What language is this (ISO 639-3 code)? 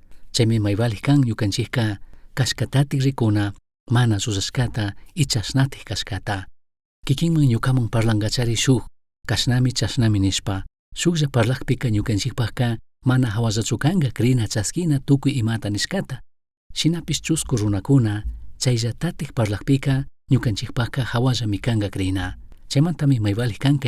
qug